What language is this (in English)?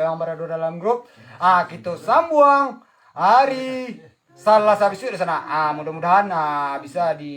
Minangkabau